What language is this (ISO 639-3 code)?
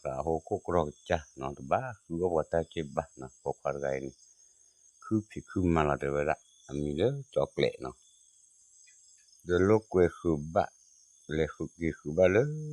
ksw